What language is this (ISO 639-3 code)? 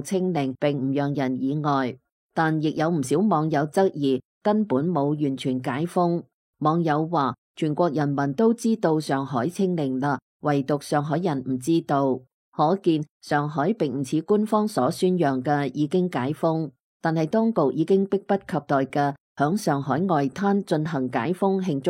yue